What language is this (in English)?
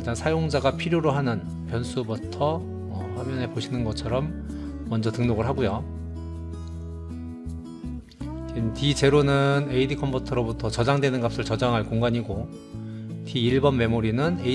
Korean